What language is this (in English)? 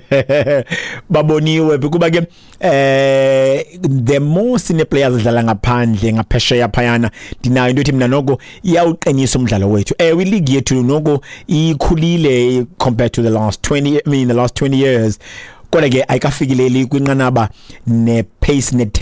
Xhosa